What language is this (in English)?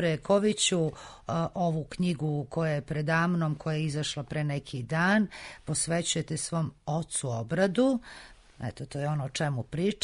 Serbian